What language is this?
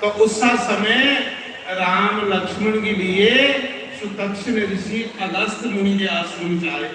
Dogri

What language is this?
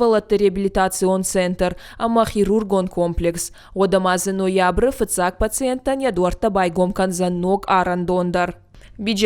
Ossetic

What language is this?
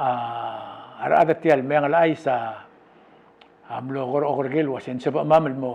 Palauan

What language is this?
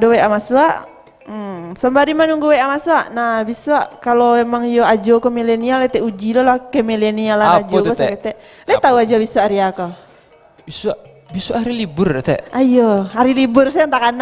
Minangkabau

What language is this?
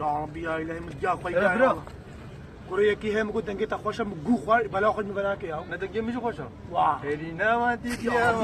Kurdish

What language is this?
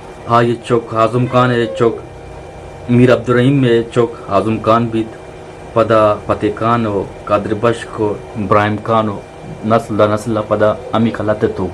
Eastern Balochi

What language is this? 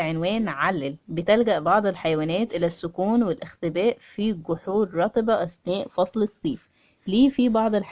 Egyptian Arabic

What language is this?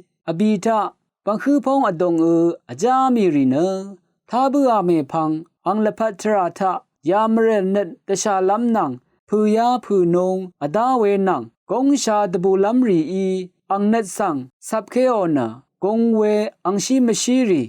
Rawang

